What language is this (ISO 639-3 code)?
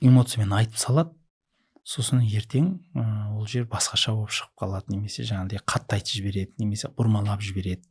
kaz